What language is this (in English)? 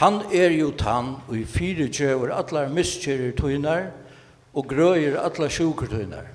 Faroese